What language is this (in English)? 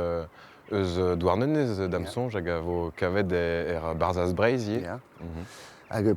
Breton